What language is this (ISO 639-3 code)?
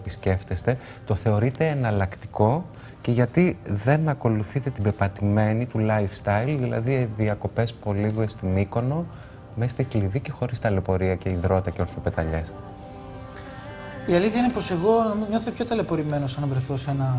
ell